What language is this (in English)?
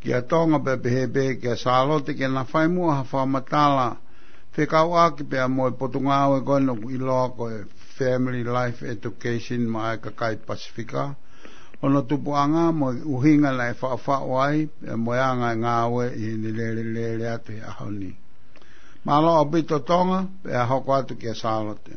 Tongan